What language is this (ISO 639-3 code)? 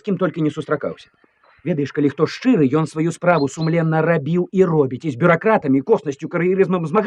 bel